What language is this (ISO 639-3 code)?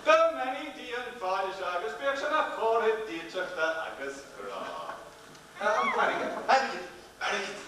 gle